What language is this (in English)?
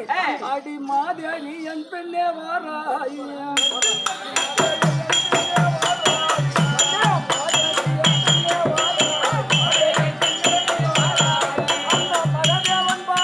Tamil